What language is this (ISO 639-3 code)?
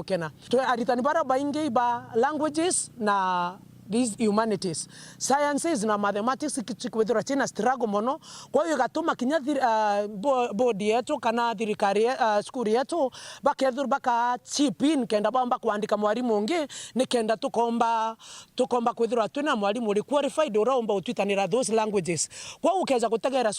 mer